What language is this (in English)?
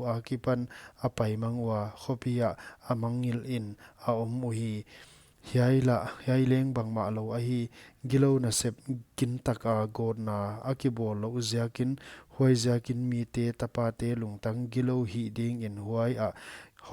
Paite Chin